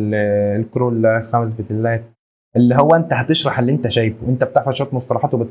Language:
Egyptian Arabic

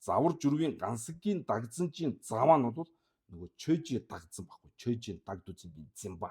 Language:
Mongolian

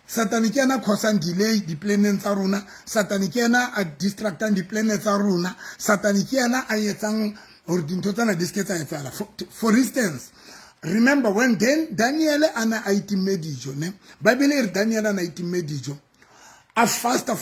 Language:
Southern Sotho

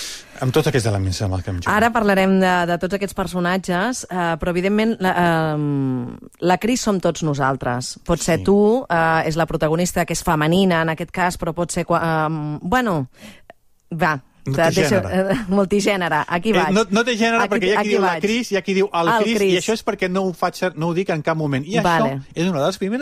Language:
Catalan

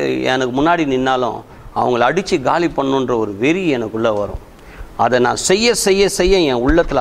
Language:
Tamil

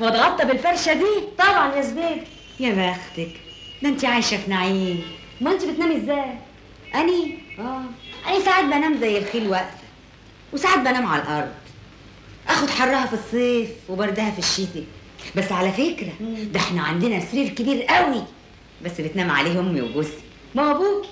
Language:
Egyptian Arabic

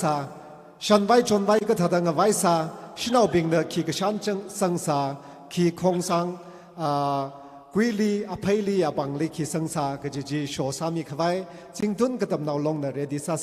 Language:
Tangkhul Naga (India)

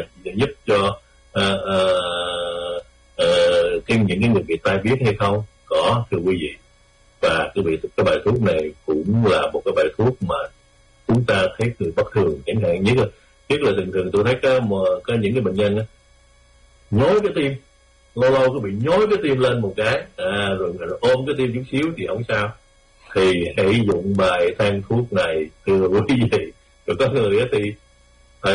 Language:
Vietnamese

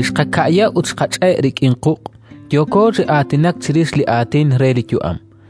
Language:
Kekchí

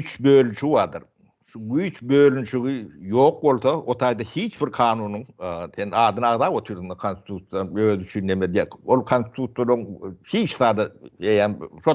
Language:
Turkmen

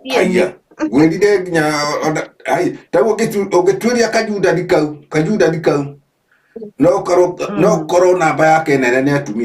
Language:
Kikuyu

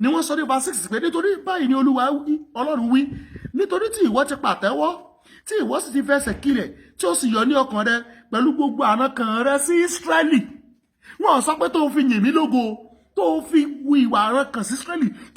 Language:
Yoruba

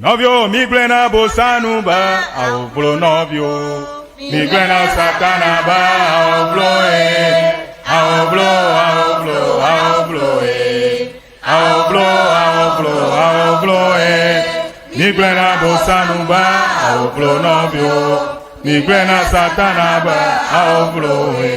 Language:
Ewe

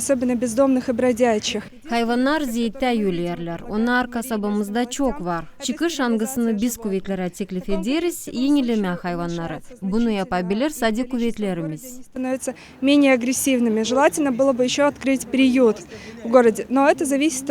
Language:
Gagauz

